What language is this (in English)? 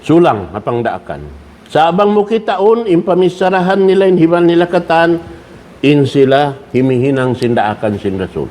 Tausug